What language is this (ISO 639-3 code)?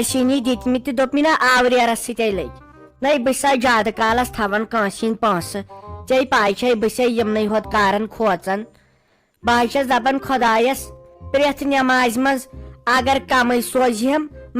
kas